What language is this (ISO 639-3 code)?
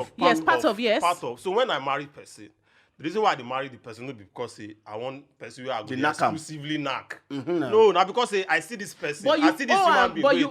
pcm